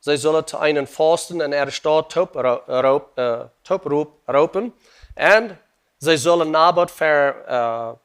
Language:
Plautdietsch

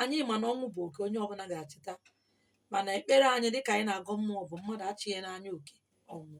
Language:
Igbo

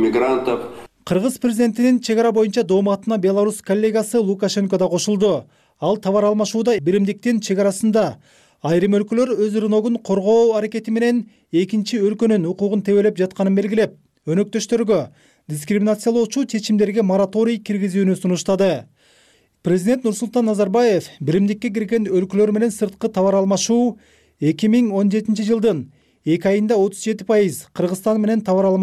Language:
Kyrgyz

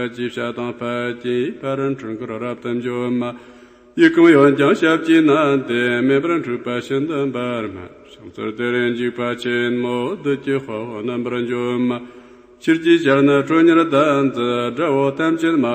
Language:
Tibetan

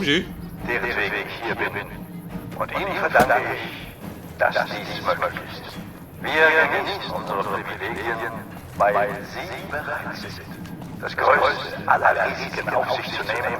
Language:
Bavarian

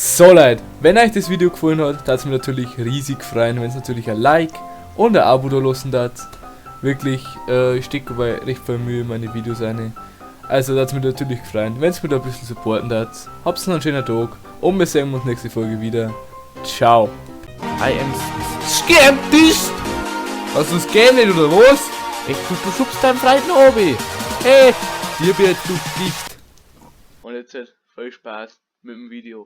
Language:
Bavarian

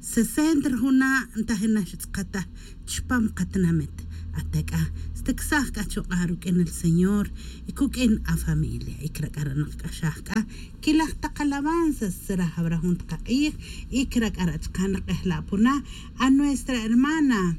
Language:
Kaqchikel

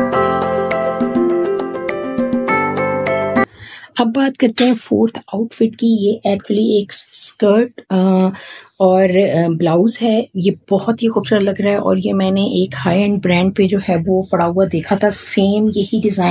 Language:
Hindi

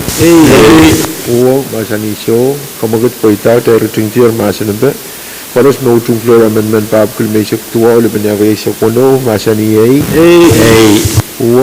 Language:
Pohnpeian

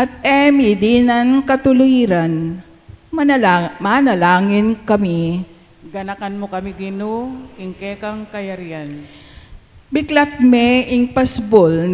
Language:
Pampanga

